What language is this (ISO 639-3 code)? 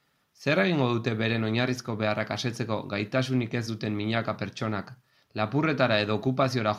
eus